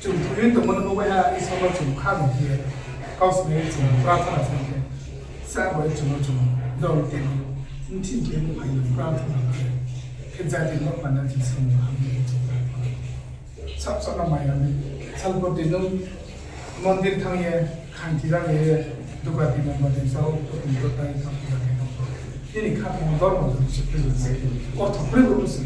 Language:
Riang (India)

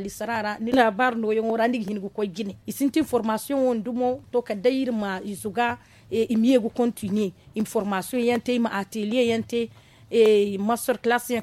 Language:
Zarma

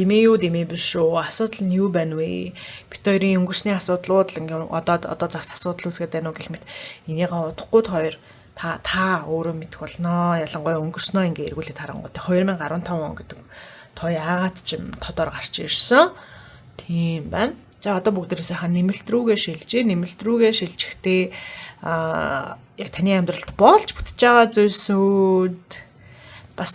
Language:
Mongolian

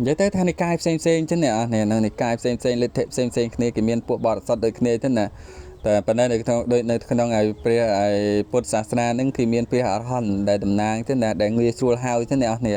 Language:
Khmer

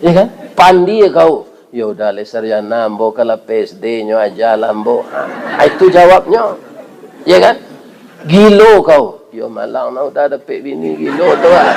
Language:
Minangkabau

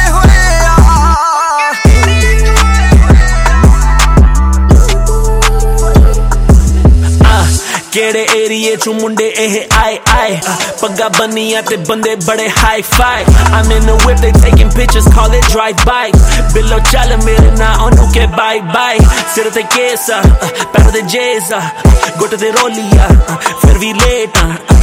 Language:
Punjabi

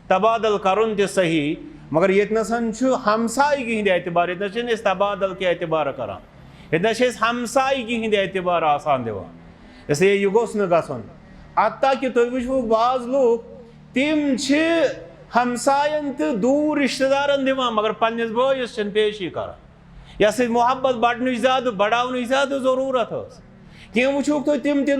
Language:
Kashmiri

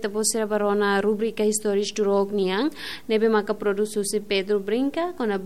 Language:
Tetum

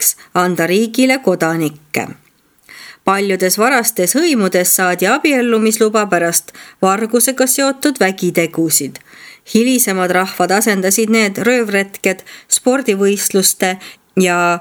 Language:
Estonian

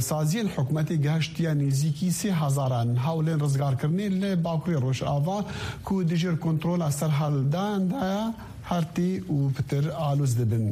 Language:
Kurdish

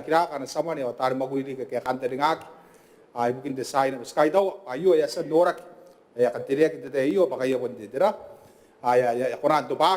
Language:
Gilbertese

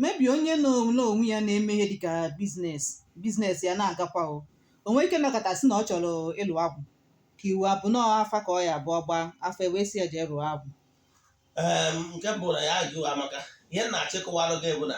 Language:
Igbo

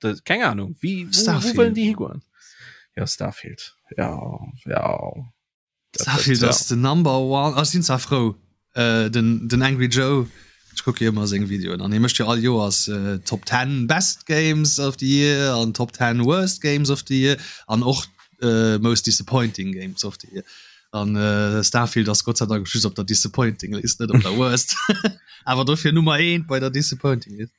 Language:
Luxembourgish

